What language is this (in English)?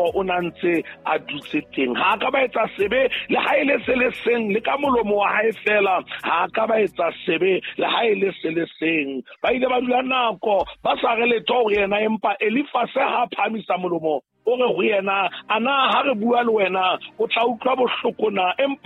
Southern Sotho